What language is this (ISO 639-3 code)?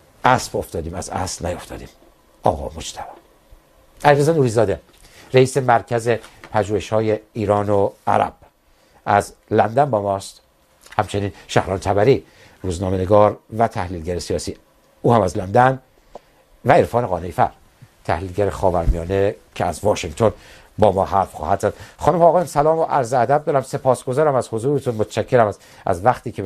fas